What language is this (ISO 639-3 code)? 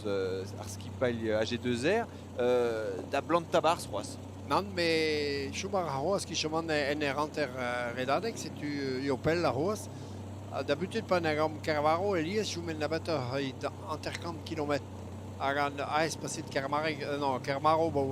bre